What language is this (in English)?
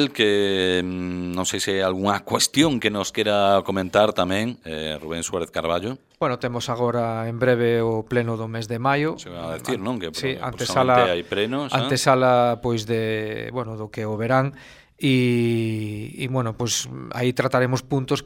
Galician